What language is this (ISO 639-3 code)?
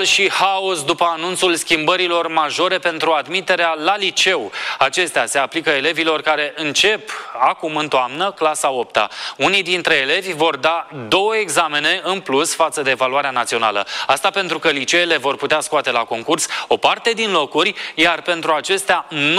ron